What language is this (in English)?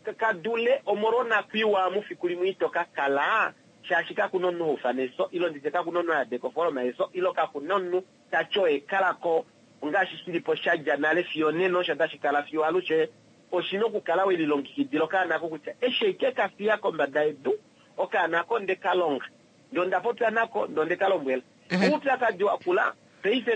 Kuanyama